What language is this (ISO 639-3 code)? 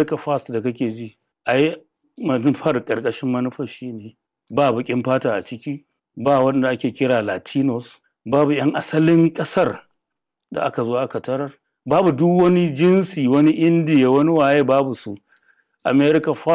hau